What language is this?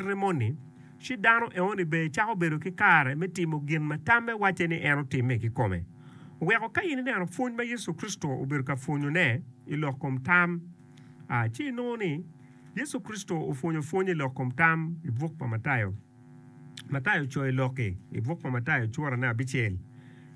Acoli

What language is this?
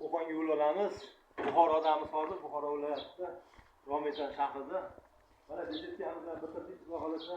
Uzbek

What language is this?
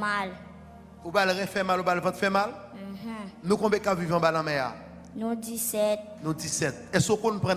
Haitian Creole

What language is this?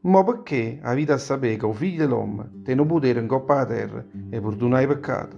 Neapolitan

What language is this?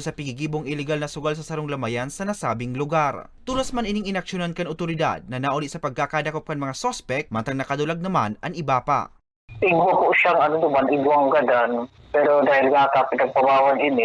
Bikol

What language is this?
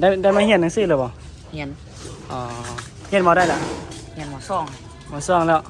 Northeastern Thai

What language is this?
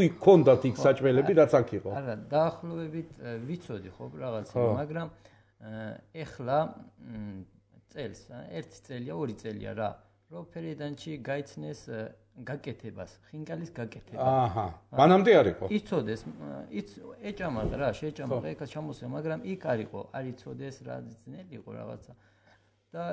Georgian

